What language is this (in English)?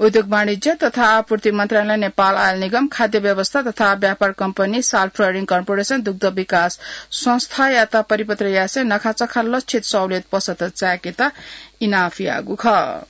Newari